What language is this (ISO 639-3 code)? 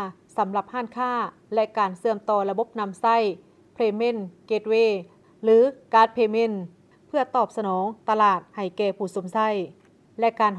lao